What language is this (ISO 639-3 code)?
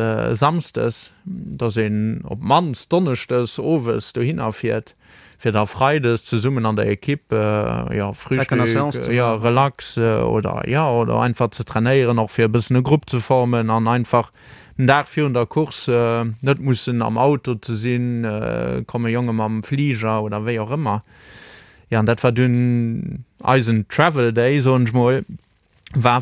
ltz